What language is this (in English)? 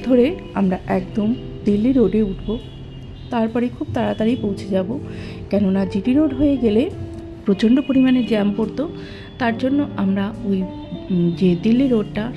Bangla